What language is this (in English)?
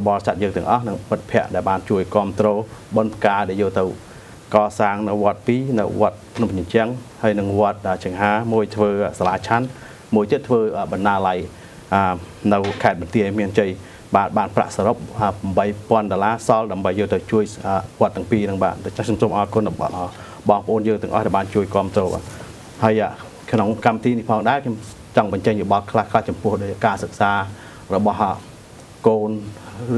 Khmer